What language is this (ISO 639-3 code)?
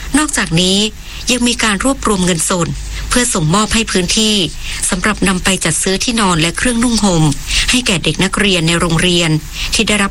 tha